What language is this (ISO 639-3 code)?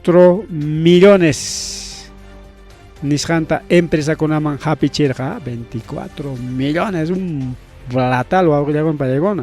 quy